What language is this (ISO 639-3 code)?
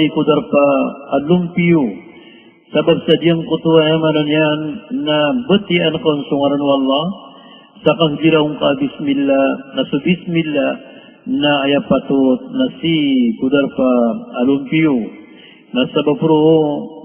mrw